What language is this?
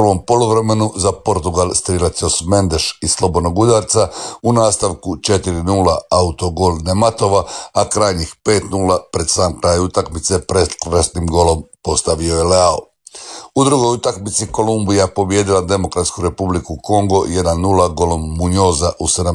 Croatian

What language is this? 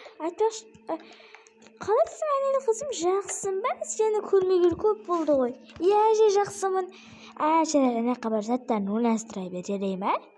Kazakh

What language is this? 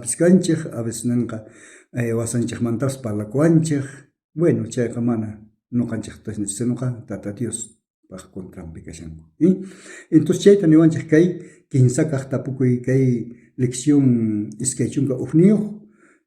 South Bolivian Quechua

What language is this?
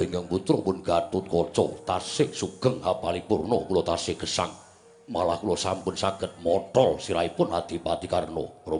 Javanese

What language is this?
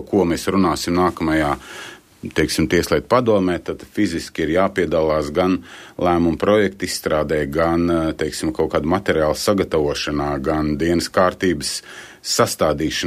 Latvian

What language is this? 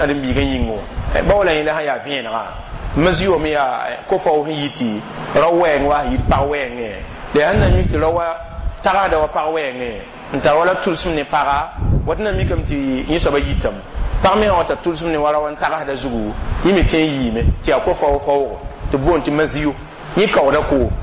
Mossi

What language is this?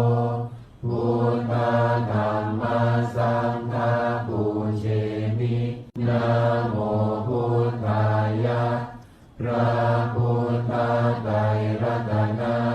Pali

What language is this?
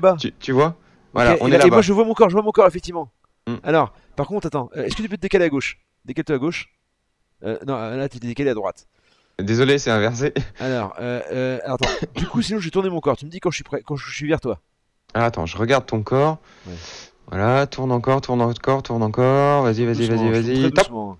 French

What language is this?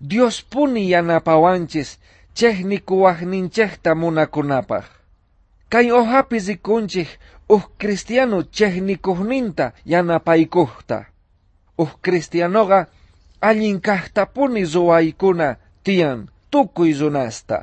South Bolivian Quechua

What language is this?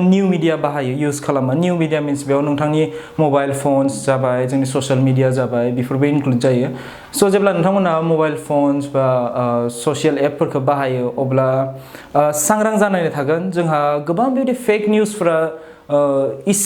Bodo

